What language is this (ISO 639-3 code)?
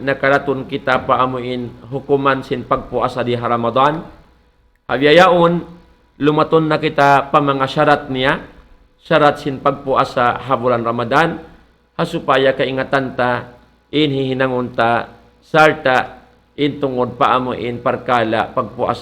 tsg